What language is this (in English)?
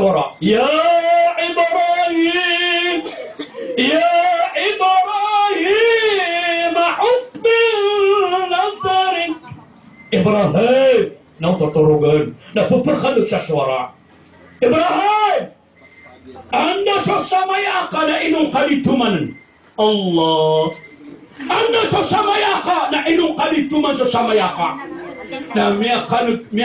Maranao